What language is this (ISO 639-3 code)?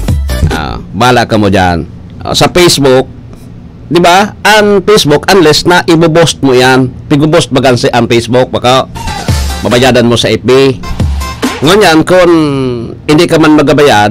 bik